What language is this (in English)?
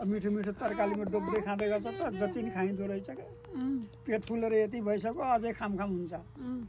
Nepali